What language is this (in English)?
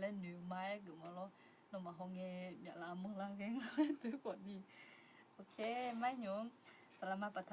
Akha